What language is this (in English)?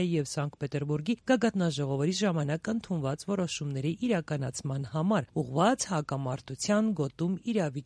Armenian